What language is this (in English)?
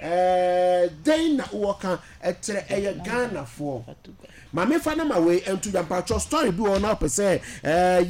Akan